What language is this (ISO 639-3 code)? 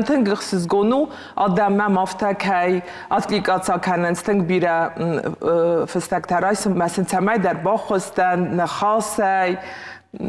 oss